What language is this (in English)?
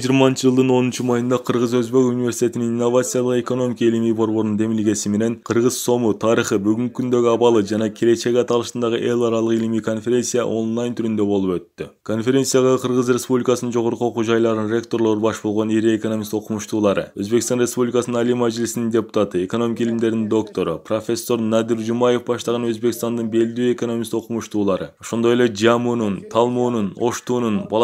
Kyrgyz